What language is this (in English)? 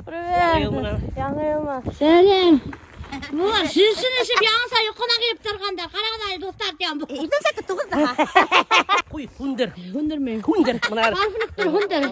Bashkir